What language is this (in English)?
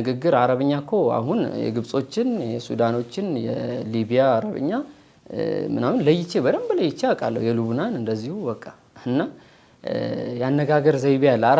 Amharic